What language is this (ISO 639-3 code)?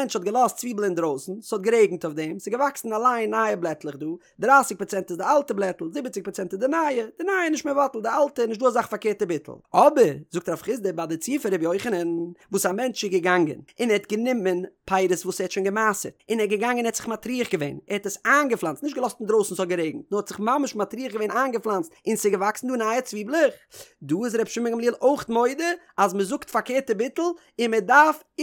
yid